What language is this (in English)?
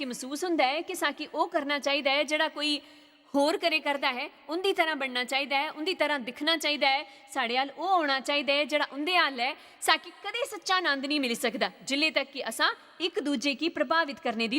Dogri